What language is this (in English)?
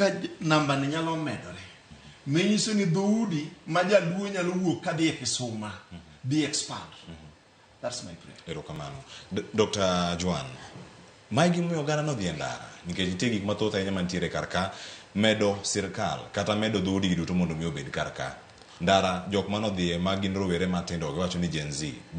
Luo (Kenya and Tanzania)